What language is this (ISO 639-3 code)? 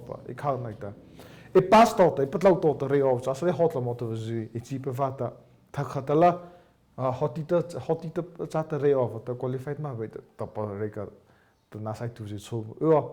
mrh